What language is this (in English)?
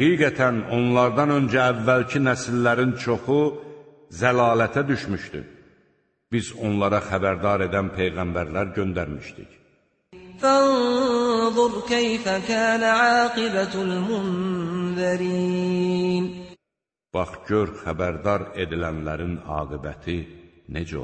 Azerbaijani